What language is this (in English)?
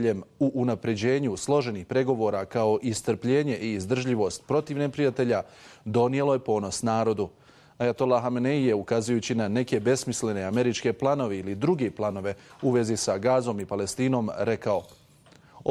Bosnian